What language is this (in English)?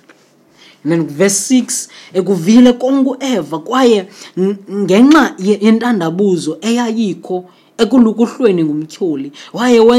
Xhosa